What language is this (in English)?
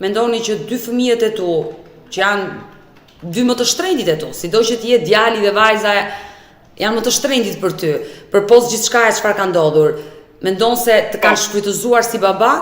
Albanian